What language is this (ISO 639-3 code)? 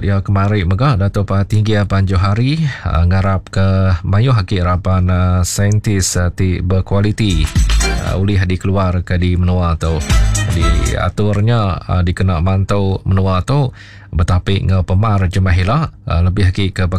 iba